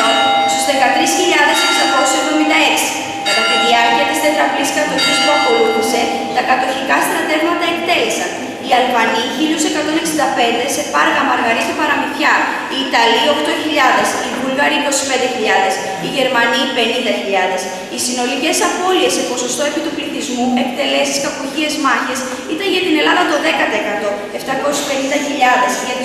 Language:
Greek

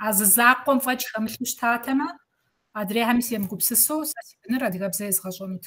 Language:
Kabardian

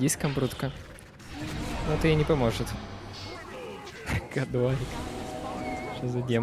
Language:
Russian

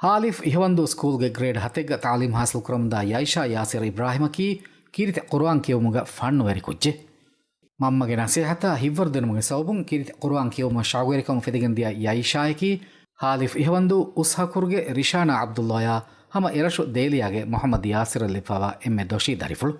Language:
Divehi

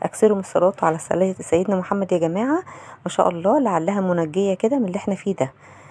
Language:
Egyptian Arabic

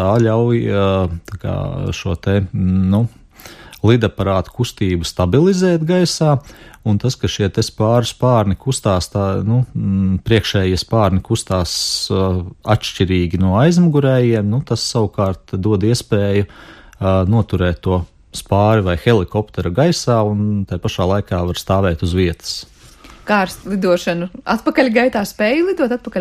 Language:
Latvian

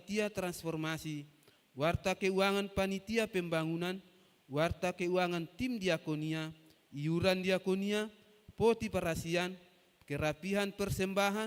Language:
Batak Toba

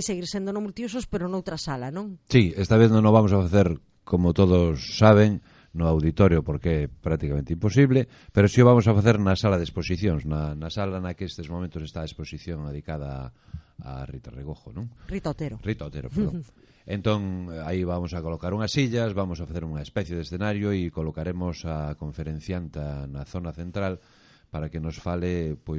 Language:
Galician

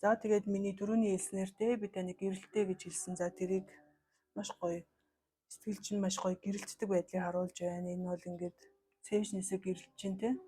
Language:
Mongolian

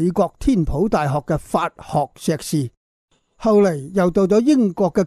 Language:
Cantonese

